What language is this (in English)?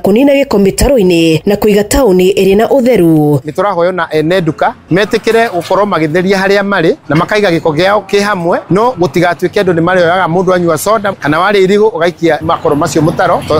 Kikuyu